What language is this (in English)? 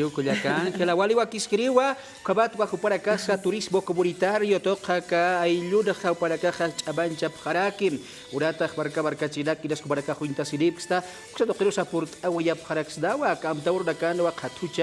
Aymara